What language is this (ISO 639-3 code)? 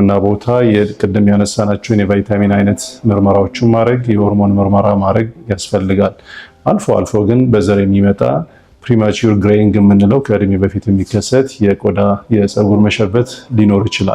amh